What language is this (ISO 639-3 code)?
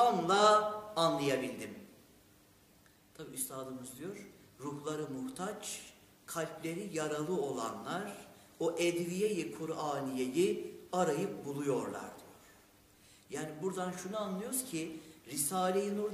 tur